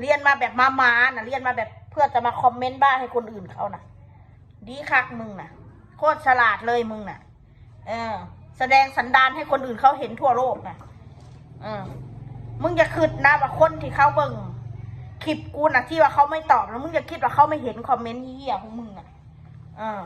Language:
Northeastern Thai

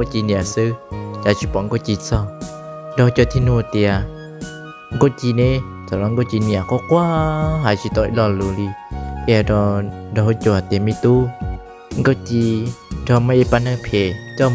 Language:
Hmong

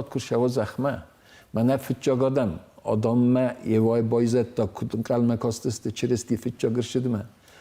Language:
Ossetic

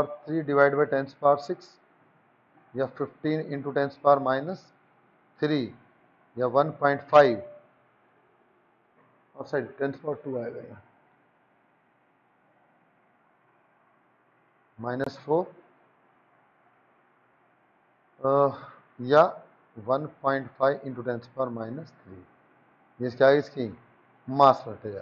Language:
Hindi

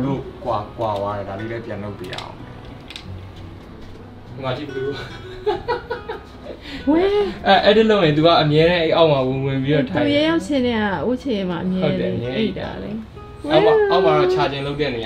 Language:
Burmese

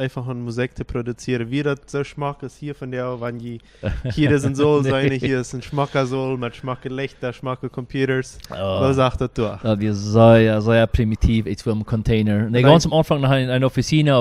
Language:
Plautdietsch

